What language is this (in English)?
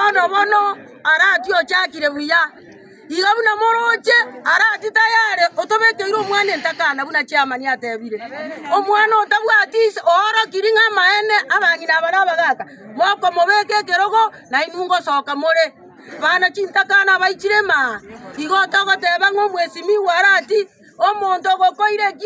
Gusii